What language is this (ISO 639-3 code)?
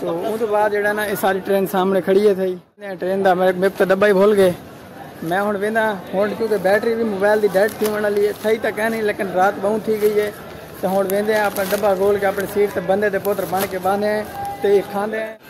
skr